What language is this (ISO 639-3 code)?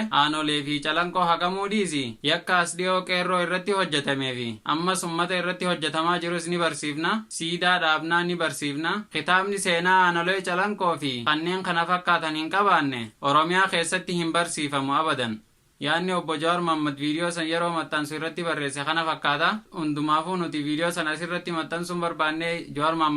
orm